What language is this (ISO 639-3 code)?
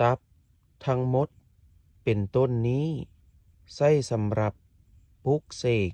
lao